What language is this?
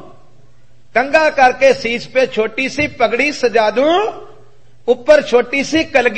Punjabi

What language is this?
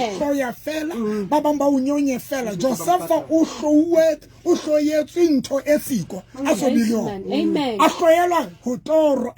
Southern Sotho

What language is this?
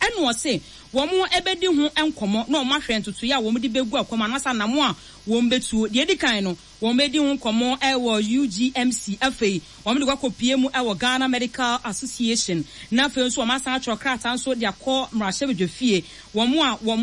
Akan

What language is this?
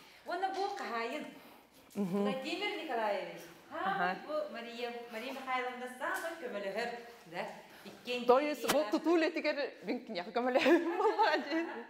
Yakut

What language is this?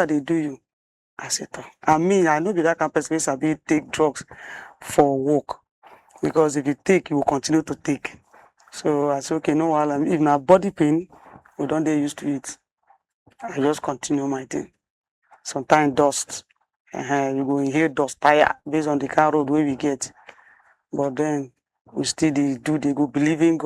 Nigerian Pidgin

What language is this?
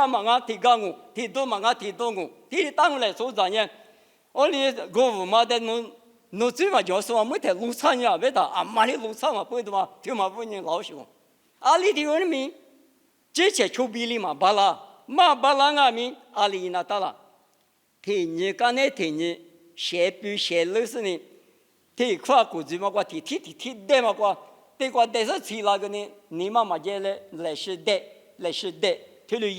Lisu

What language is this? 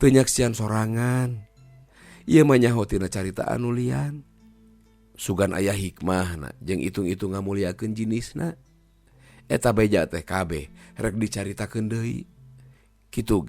Sundanese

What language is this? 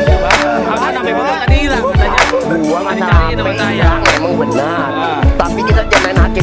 Betawi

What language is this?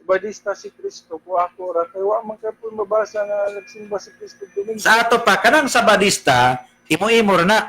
Cebuano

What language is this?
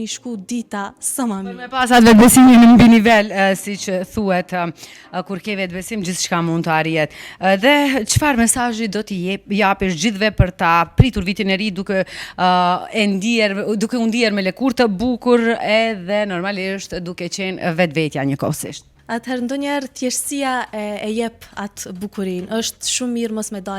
Albanian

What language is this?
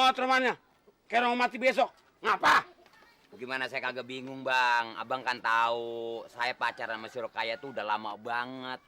Betawi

